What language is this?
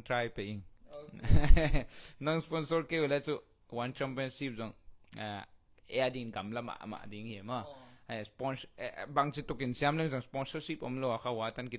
Tedim Chin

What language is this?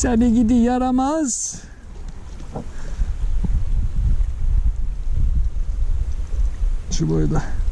Turkish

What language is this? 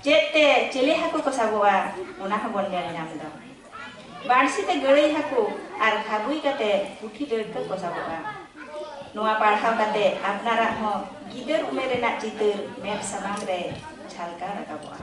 Santali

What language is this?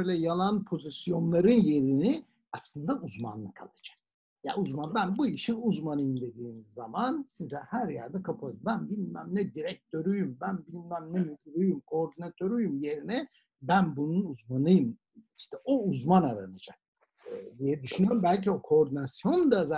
Turkish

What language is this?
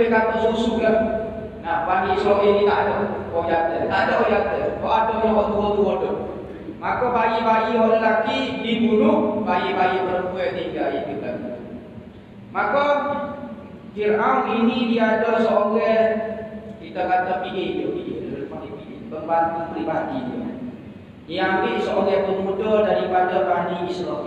Malay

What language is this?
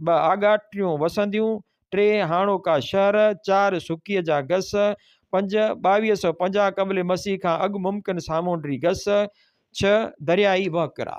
Sindhi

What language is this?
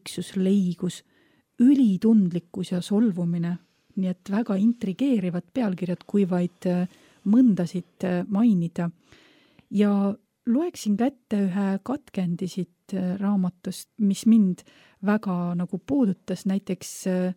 Estonian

